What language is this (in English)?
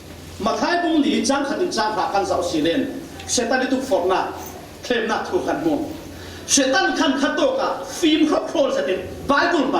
Falam Chin